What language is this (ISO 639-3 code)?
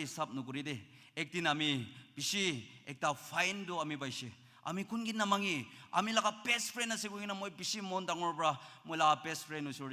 nag